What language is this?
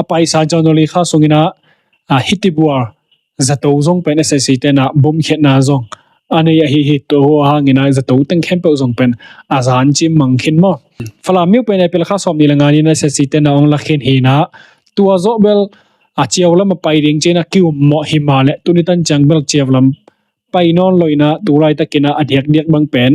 Tedim Chin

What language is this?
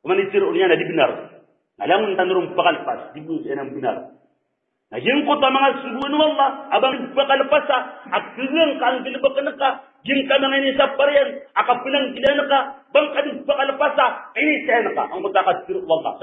Maranao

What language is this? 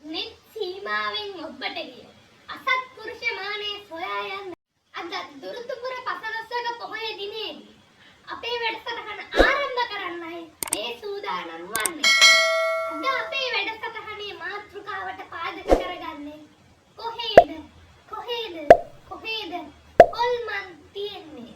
Sinhala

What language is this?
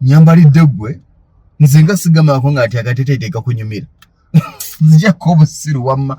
Ganda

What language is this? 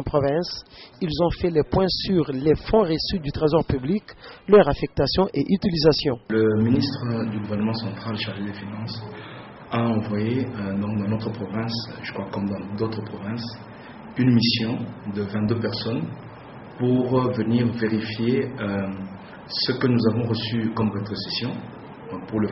French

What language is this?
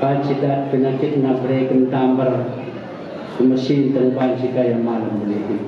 Batak Karo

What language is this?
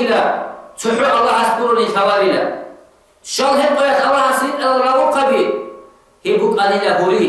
Avaric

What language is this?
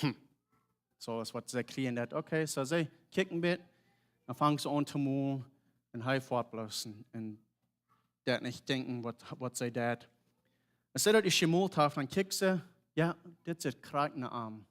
Plautdietsch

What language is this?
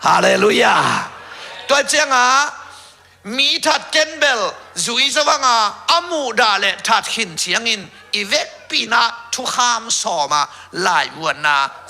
Tedim Chin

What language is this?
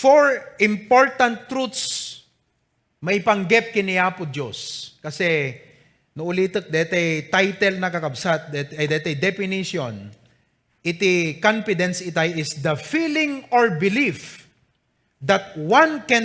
Iloko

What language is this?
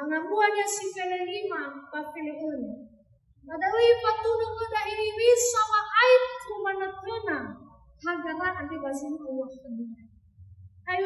Nias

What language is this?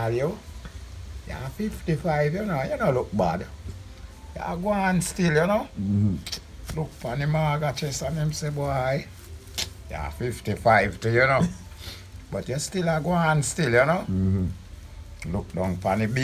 Jamaican Creole English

